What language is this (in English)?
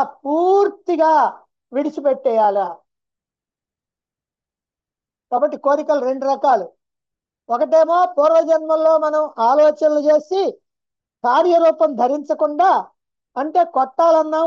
Telugu